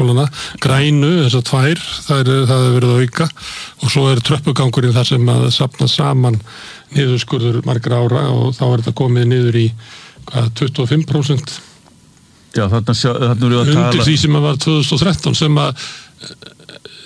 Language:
Icelandic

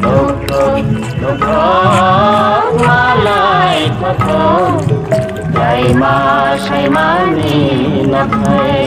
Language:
Kok Borok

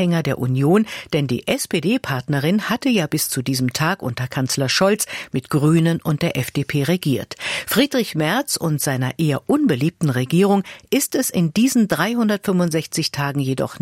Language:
German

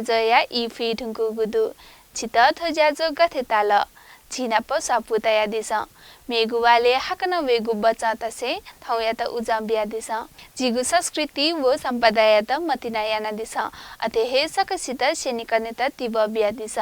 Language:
Newari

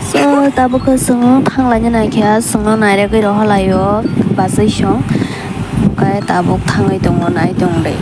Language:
Kok Borok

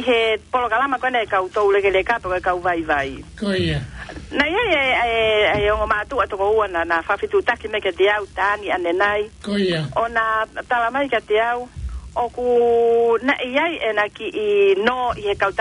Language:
Tongan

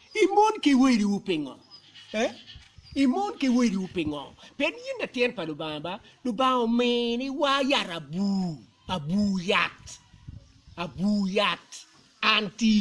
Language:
Acoli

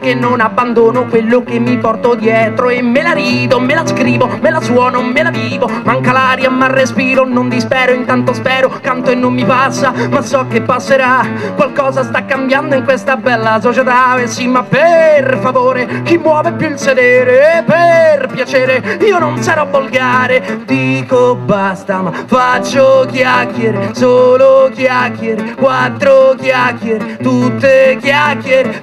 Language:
Italian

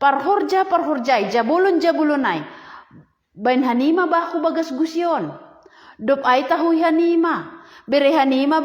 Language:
Batak Simalungun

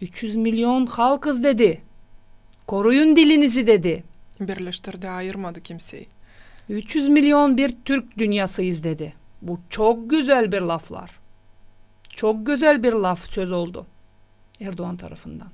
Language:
Gagauz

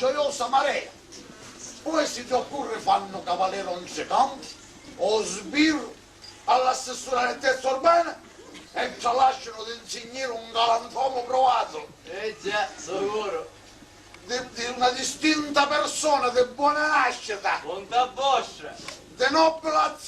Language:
Sicilian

